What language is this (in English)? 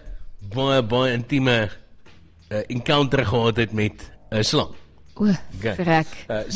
Afrikaans